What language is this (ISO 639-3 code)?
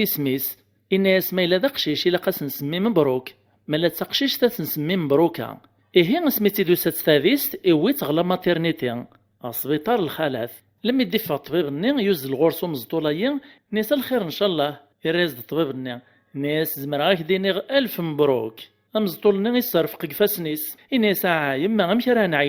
kab